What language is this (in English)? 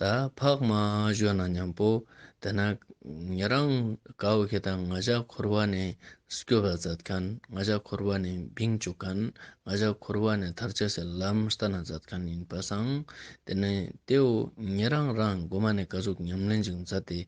Ladakhi